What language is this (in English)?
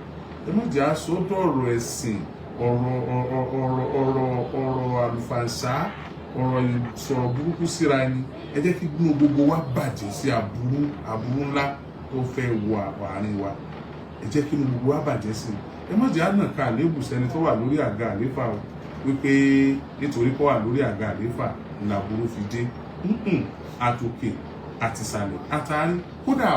Yoruba